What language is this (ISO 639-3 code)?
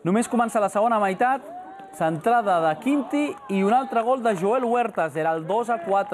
cat